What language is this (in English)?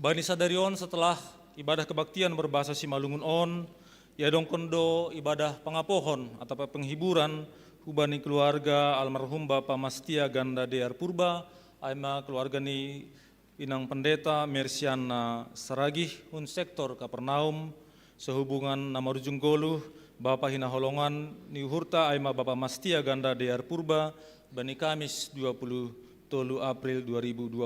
Batak Simalungun